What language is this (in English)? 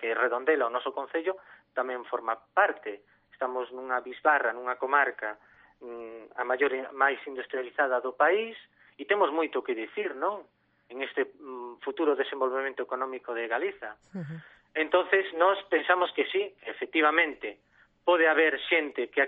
Galician